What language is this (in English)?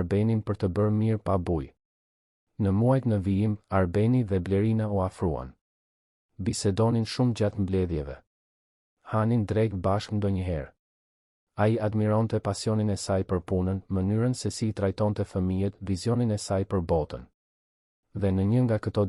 Albanian